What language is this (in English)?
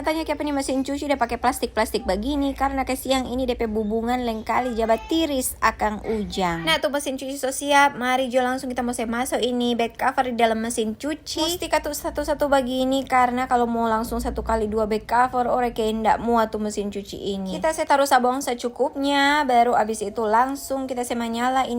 Manado Malay